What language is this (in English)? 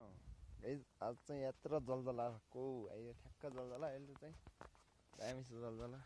Nepali